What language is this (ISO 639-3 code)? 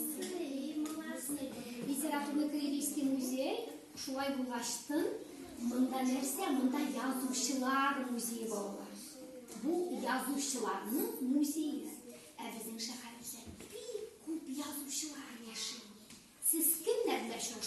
tat